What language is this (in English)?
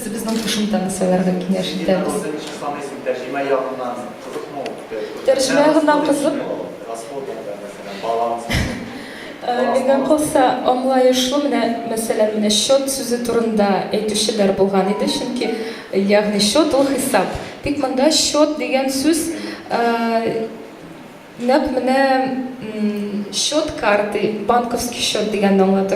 Tatar